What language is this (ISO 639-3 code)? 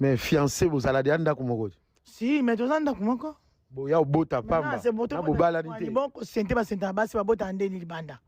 lin